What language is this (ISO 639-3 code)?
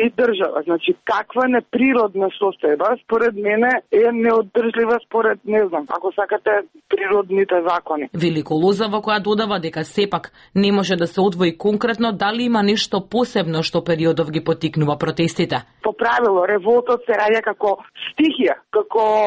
mkd